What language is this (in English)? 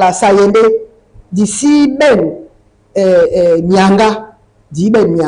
Duala